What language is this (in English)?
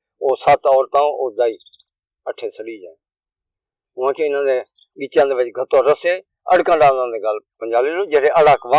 Saraiki